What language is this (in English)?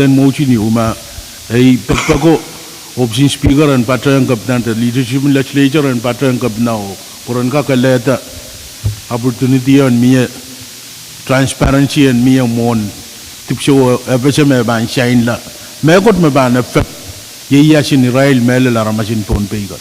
Pohnpeian